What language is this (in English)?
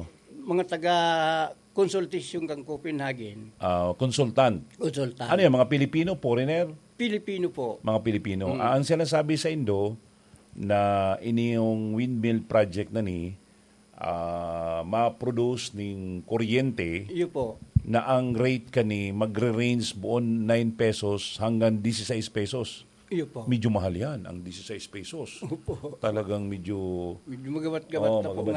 Bikol